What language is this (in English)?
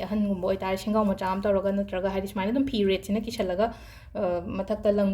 Manipuri